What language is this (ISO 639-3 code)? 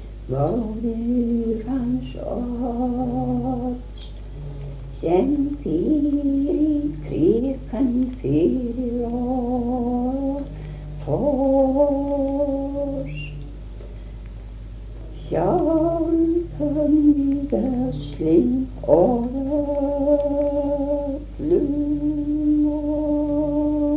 isl